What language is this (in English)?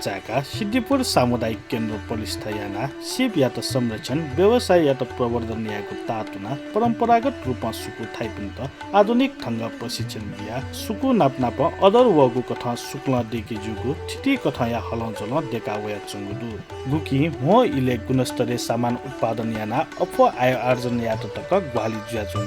Newari